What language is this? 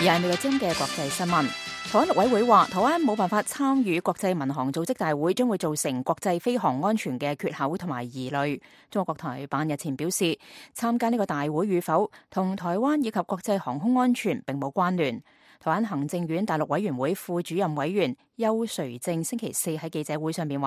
Cantonese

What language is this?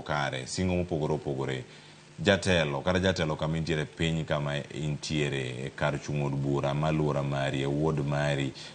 Luo (Kenya and Tanzania)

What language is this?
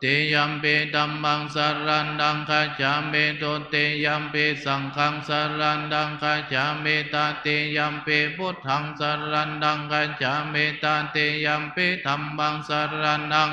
Pali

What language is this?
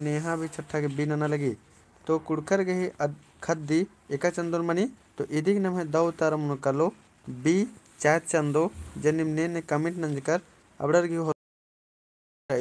Kurukh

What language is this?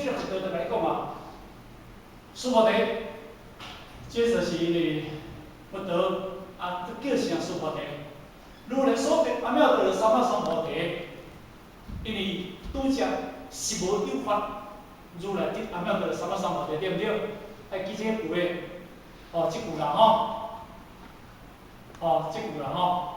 Min Nan Chinese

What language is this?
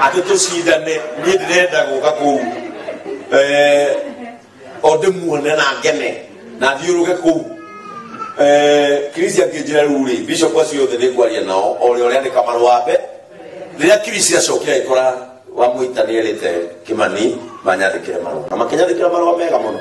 Kikuyu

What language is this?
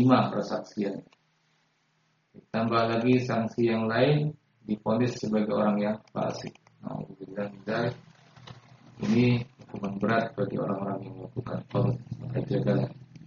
Indonesian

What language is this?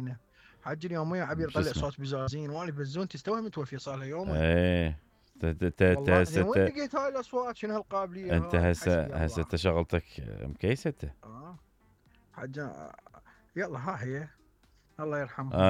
Mesopotamian Arabic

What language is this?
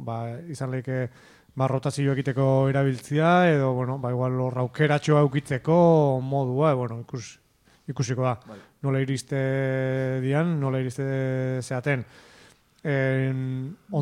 Basque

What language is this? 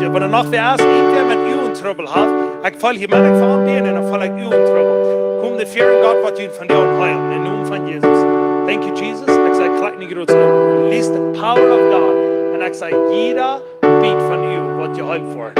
Plautdietsch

